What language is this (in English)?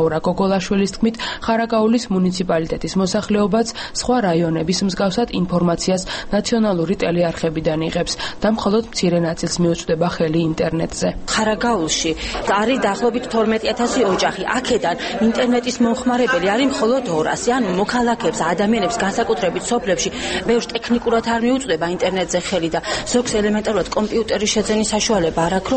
Georgian